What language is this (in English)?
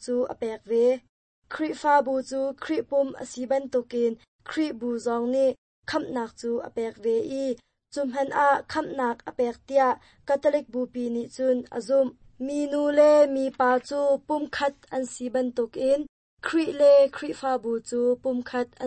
Hakha Chin